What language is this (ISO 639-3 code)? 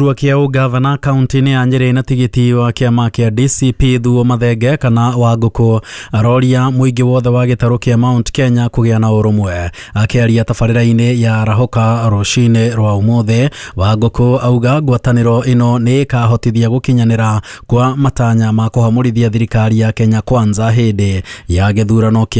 kik